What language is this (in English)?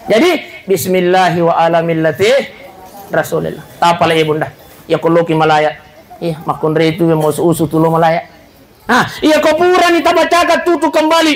Buginese